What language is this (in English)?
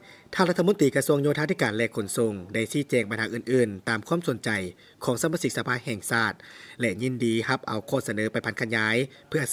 Lao